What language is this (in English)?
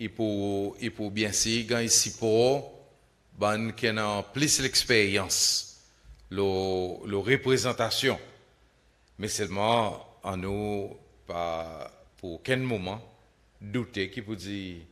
Seselwa Creole French